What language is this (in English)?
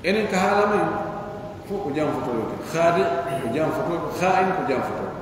Pular